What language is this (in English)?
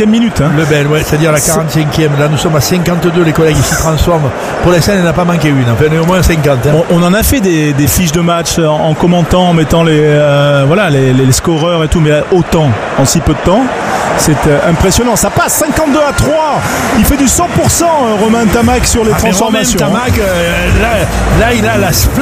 French